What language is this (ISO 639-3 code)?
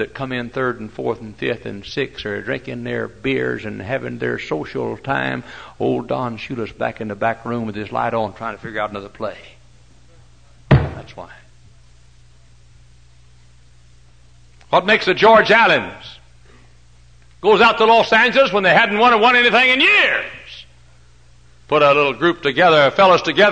eng